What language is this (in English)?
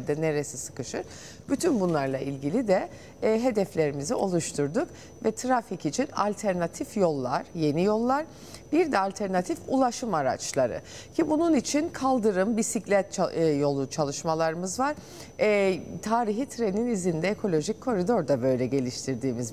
Turkish